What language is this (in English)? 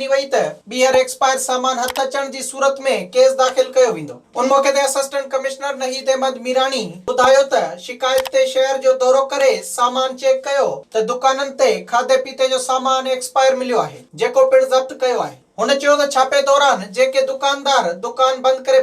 Sindhi